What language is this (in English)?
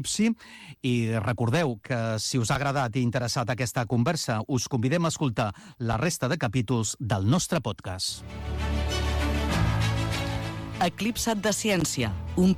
Catalan